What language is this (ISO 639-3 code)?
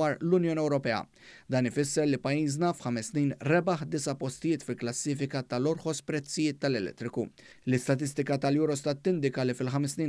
mlt